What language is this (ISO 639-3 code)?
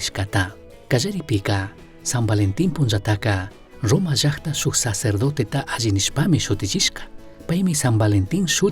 qug